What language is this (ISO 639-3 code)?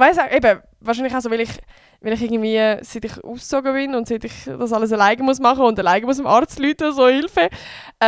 gsw